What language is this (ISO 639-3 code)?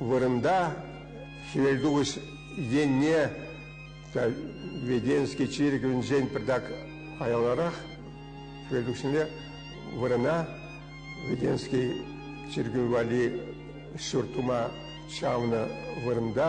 chv